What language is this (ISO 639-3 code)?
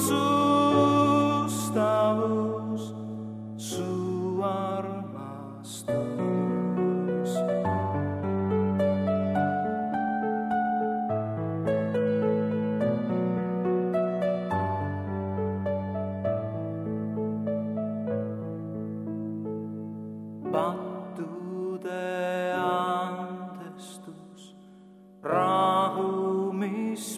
est